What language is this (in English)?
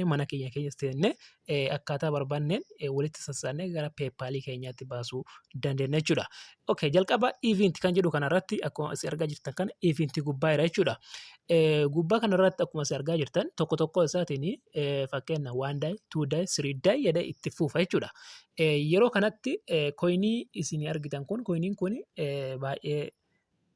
Oromo